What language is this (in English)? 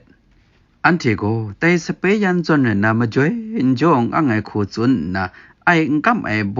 Kachin